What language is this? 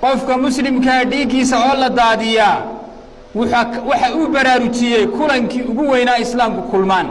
Somali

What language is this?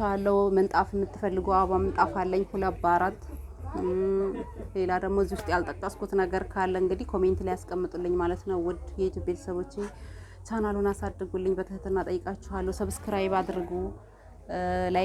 Amharic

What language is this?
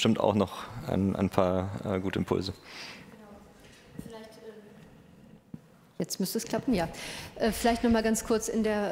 German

